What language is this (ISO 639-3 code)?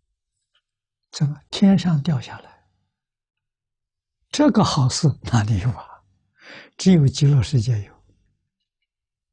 zho